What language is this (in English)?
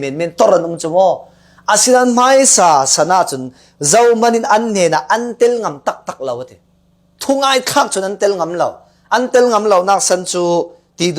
Falam Chin